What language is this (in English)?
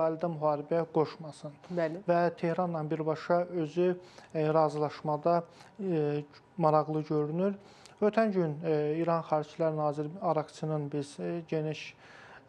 Azerbaijani